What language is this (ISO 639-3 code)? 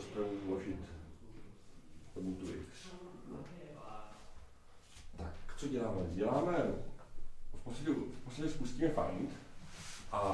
ces